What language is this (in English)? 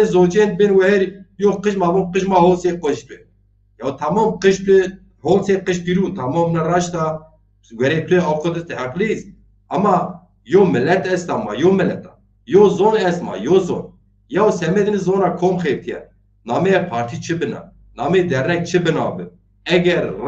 Zaza